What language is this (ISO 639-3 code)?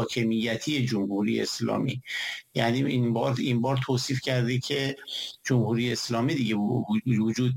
fas